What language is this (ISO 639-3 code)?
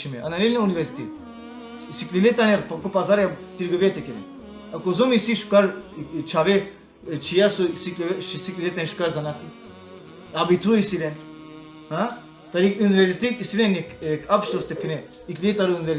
rmn